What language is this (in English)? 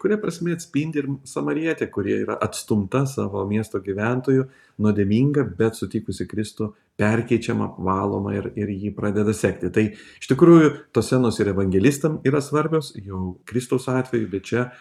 Lithuanian